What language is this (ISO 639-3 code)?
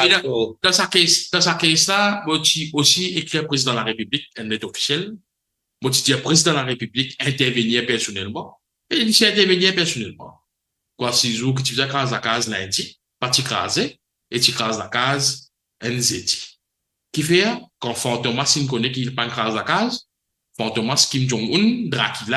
mfe